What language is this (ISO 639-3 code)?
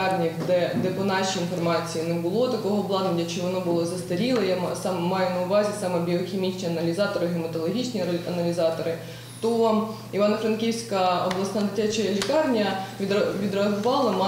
ukr